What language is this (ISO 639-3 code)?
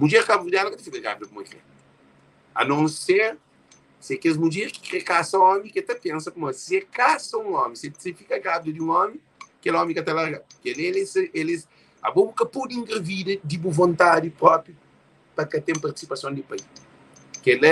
kea